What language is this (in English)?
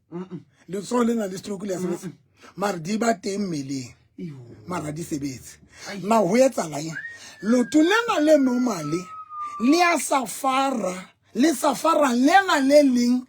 Southern Sotho